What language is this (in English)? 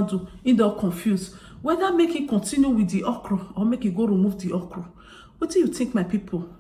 Nigerian Pidgin